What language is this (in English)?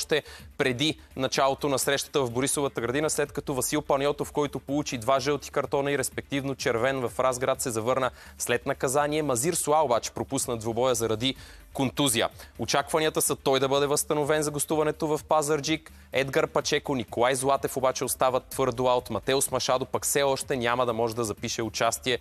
Bulgarian